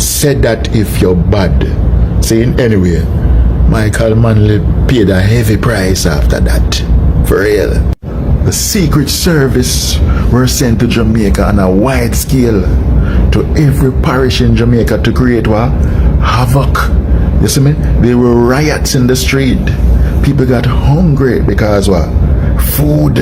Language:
Jamaican Creole English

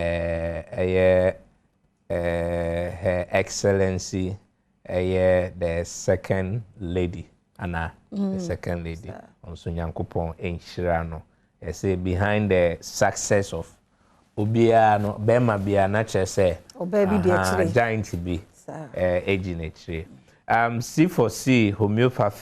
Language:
Akan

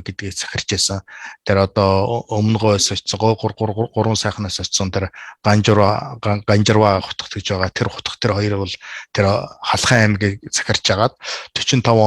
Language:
Mongolian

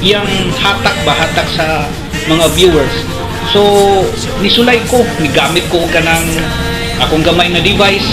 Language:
Cebuano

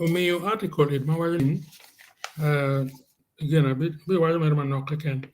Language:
Acoli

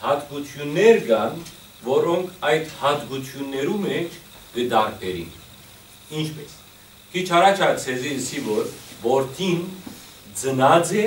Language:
Western Armenian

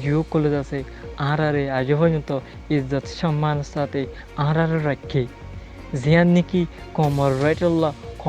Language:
Rohingya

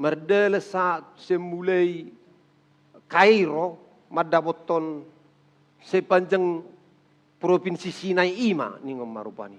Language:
Batak Toba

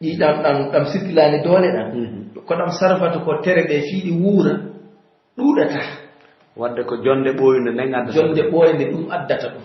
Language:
Pular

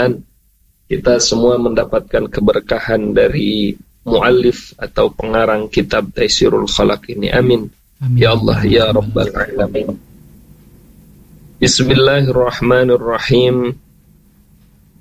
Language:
Indonesian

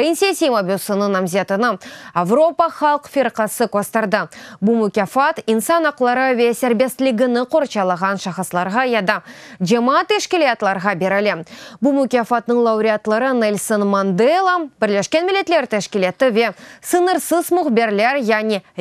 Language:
Crimean Tatar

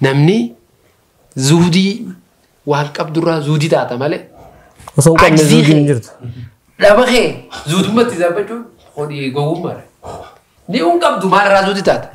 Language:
Oromo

